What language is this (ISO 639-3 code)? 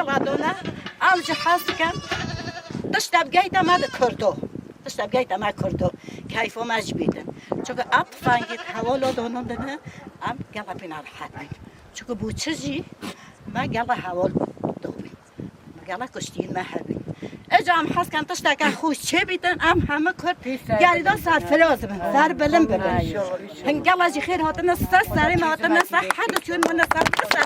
kur